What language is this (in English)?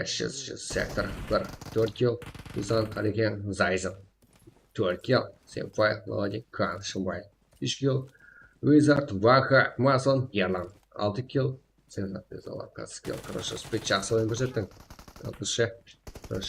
Kara-Kalpak